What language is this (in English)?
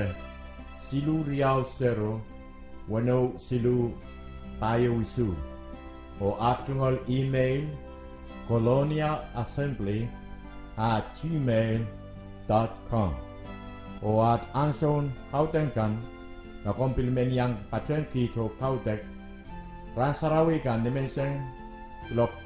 Pohnpeian